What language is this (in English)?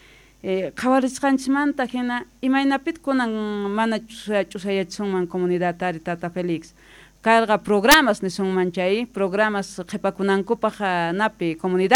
Quechua